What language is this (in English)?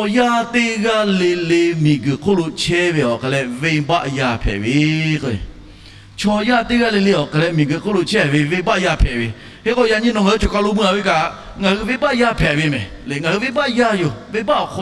Lahu